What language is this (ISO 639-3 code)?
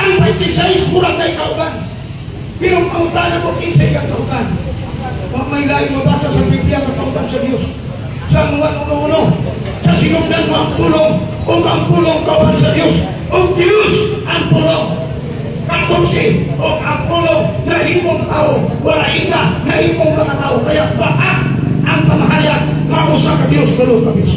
ceb